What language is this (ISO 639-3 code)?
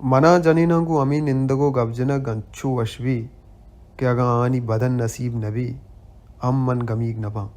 bal